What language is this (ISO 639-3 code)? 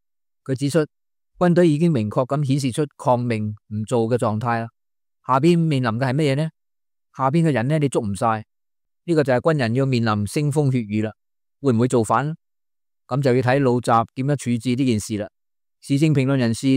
yue